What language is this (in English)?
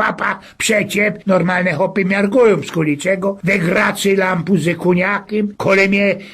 Silesian